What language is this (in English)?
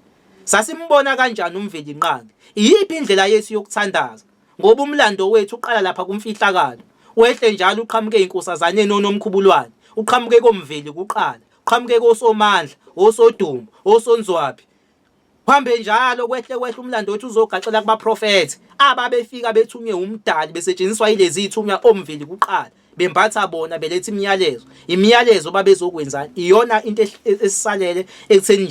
Zulu